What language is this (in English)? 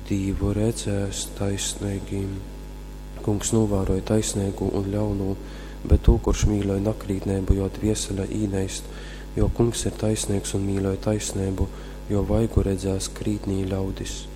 Latgalian